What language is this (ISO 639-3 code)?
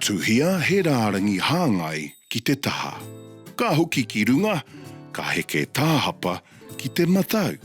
mri